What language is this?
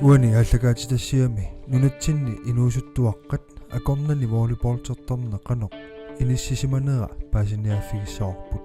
Kalaallisut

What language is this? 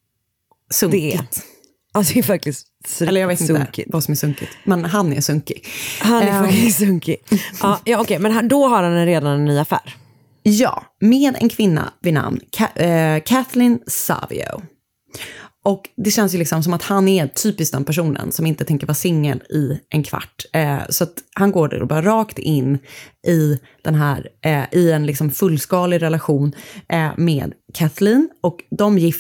Swedish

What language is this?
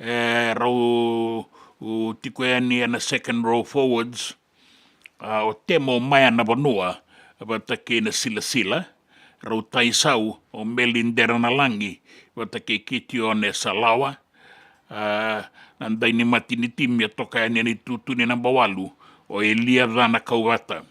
Fijian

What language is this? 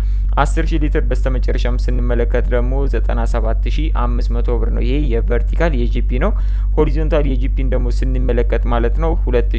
Amharic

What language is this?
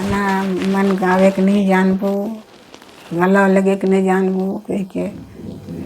Sadri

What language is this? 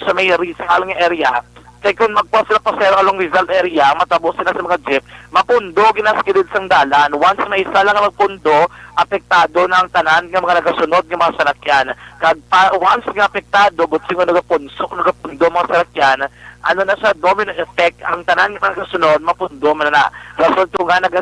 Hiligaynon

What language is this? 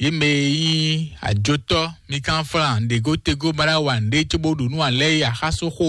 Fon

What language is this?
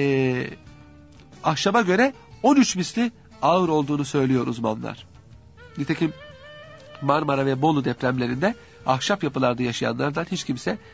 Turkish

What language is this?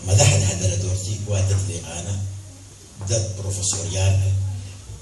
Somali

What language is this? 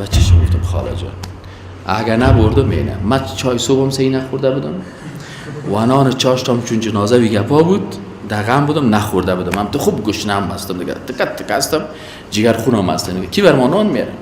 Persian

